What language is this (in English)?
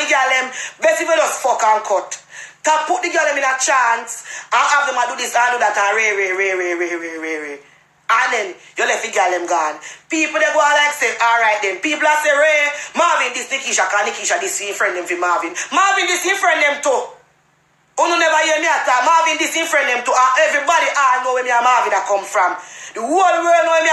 Jamaican Creole English